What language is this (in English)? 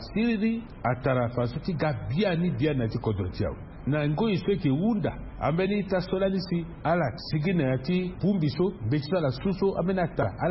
Sango